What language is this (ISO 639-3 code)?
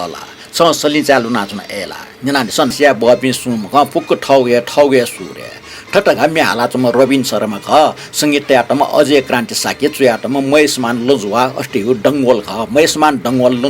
new